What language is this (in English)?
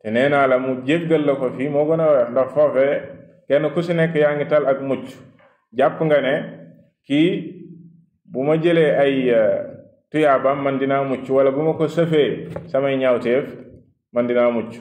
Wolof